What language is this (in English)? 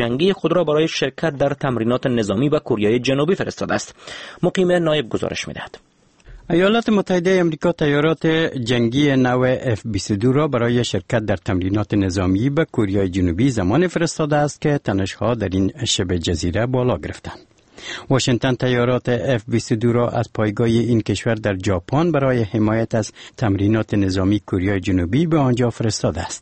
Persian